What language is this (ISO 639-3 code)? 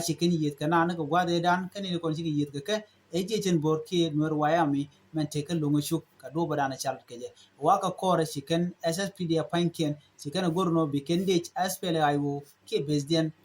nus